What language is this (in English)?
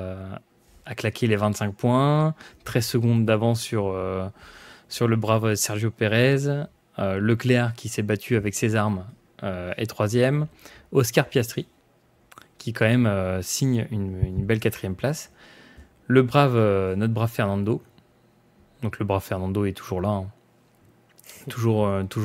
French